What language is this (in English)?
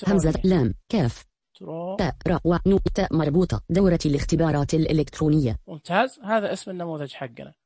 Najdi Arabic